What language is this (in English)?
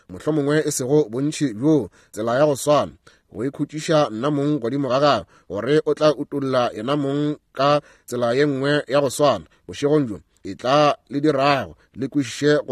Northern Sotho